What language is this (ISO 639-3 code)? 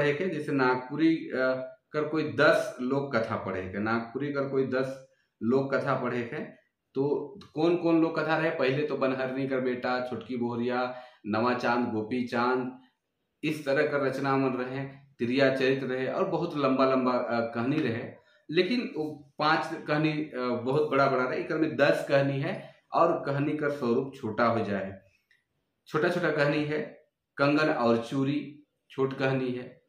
sck